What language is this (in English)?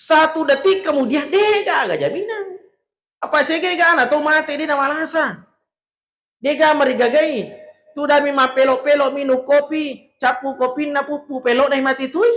Buginese